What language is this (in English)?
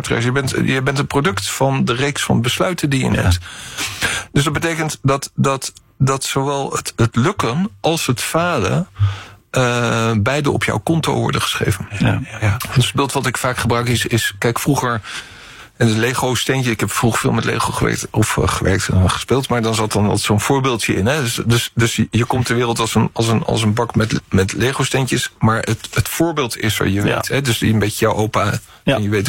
Dutch